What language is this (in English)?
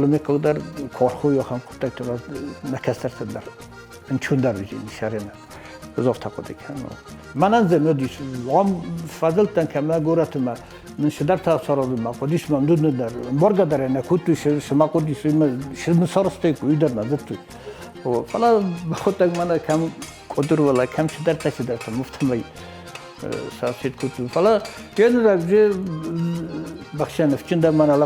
Ossetic